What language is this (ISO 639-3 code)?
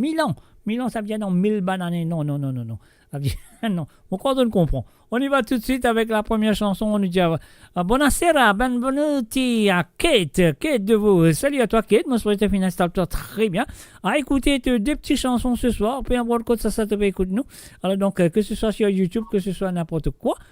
mfe